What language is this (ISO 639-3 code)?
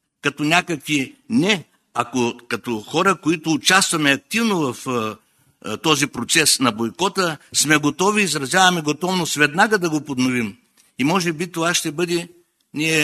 bul